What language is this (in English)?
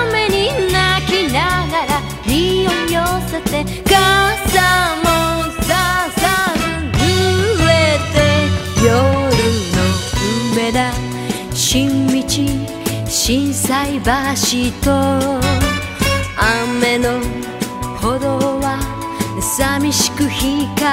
Japanese